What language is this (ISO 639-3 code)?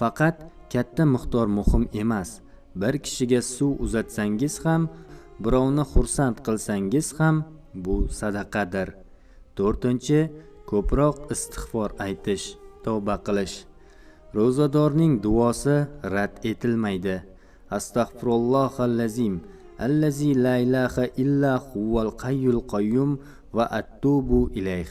uzb